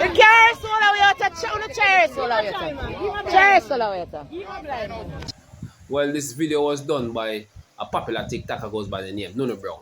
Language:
Jamaican Creole English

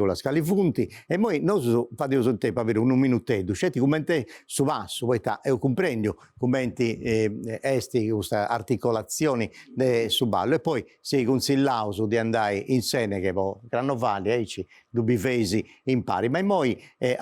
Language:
Sardinian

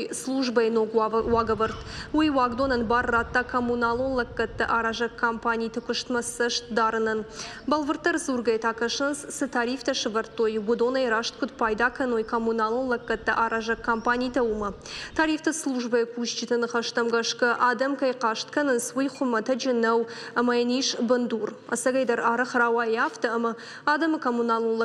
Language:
Ossetic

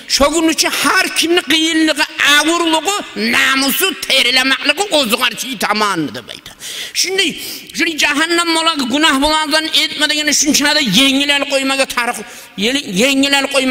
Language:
Kumyk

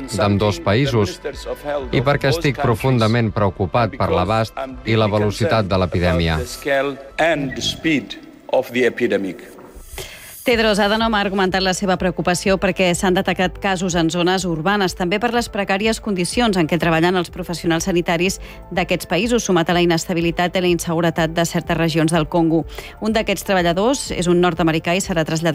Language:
Catalan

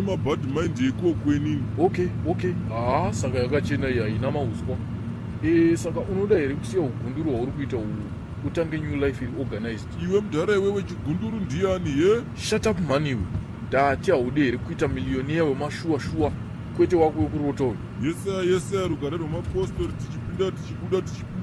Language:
Shona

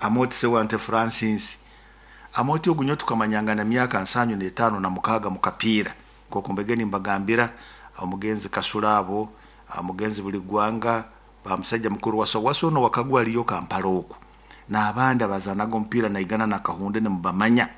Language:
Nyoro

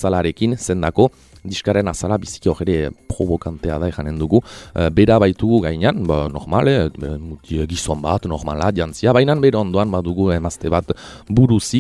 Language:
Basque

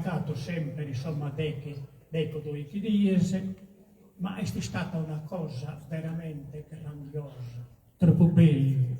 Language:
Sardinian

